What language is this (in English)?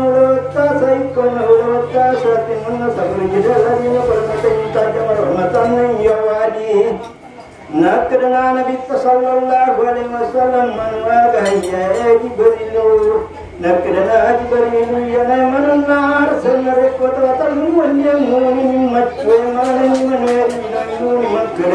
Buginese